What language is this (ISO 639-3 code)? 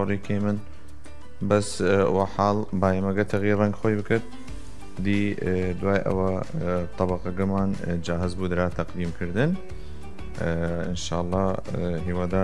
sdh